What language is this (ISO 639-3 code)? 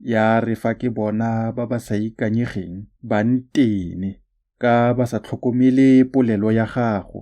tsn